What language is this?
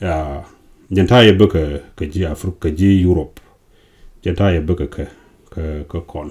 Nuer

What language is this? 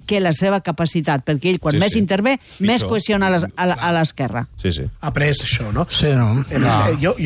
Catalan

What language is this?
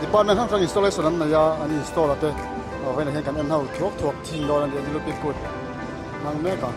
Mizo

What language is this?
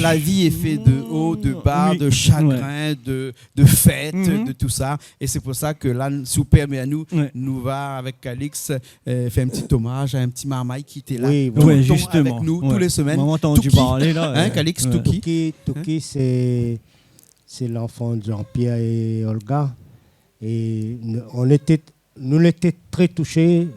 Réunion Creole French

